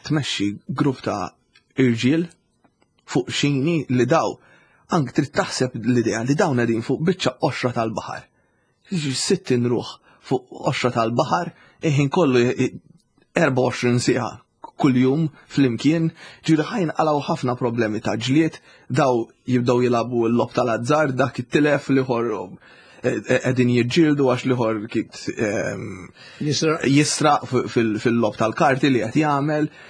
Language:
Maltese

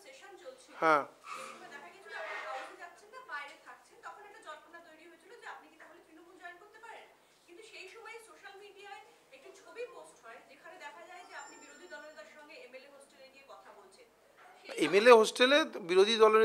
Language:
Bangla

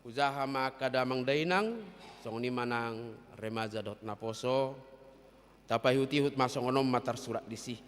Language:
Batak Toba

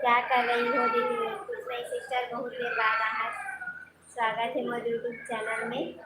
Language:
Chhattisgarhi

